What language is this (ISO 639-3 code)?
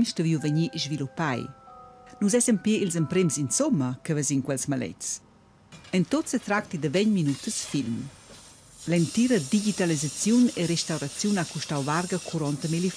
roh